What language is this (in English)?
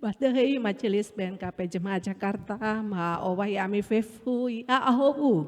Nias